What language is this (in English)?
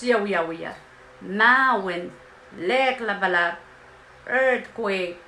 Pohnpeian